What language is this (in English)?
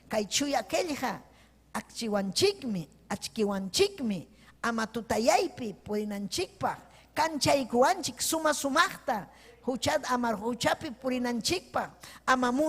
Ayacucho Quechua